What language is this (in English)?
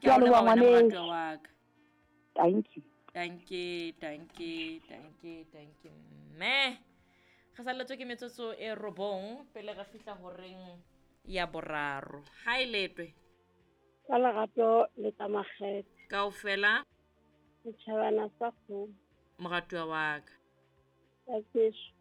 Southern Sotho